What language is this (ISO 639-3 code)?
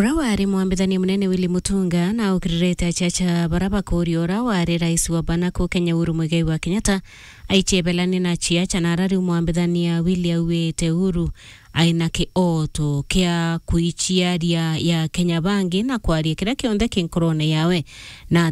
mer